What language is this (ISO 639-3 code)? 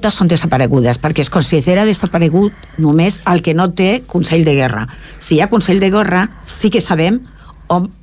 cat